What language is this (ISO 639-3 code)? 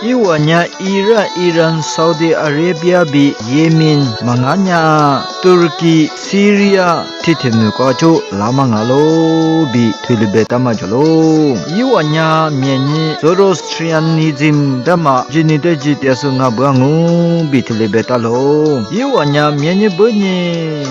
lis